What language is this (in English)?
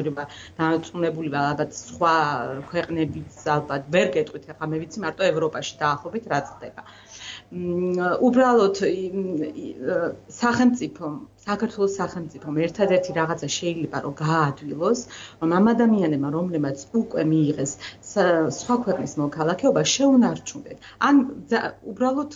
Georgian